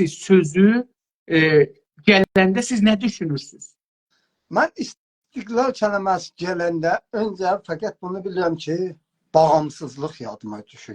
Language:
South Azerbaijani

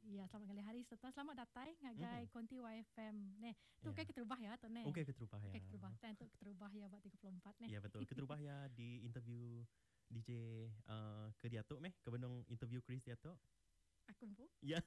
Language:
Iban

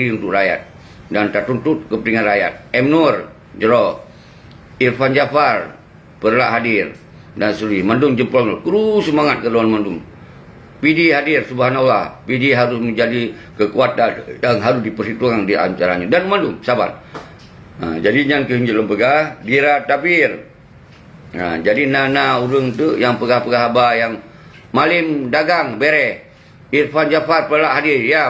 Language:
Achinese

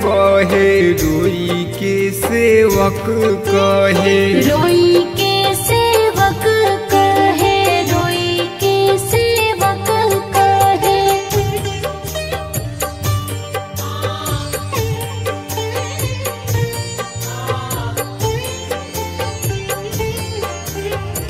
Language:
Bhojpuri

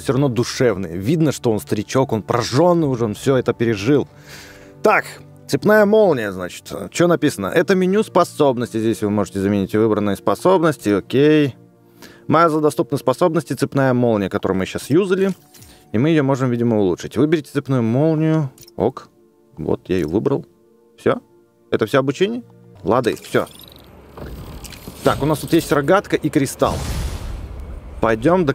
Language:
Russian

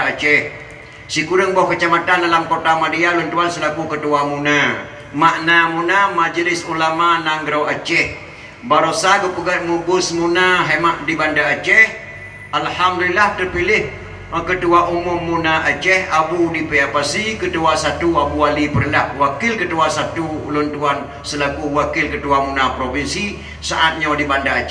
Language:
Achinese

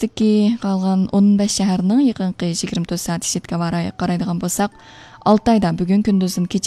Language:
Uyghur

